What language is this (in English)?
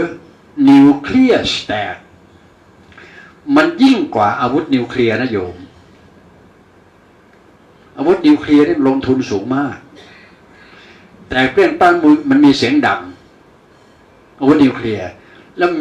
Thai